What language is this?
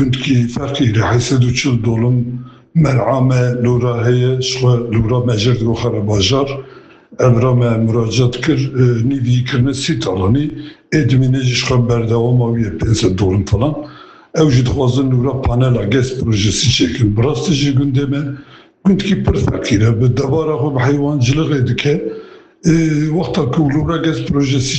Kurdish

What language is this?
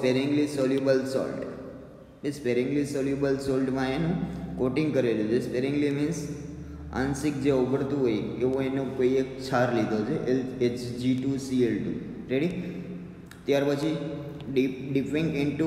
Gujarati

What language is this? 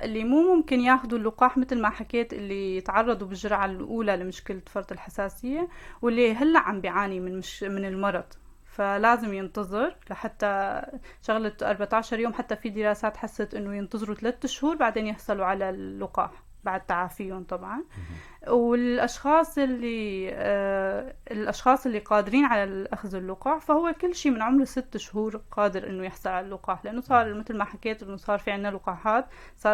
North Levantine Arabic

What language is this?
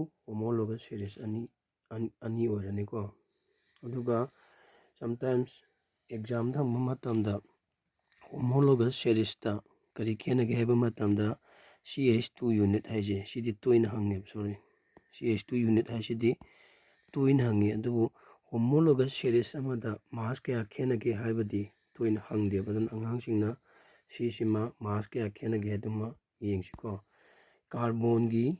Manipuri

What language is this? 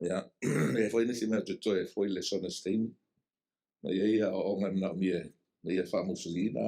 Samoan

